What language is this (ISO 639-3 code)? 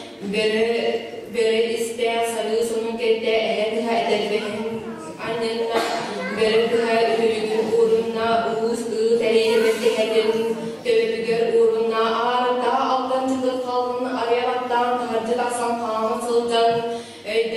sah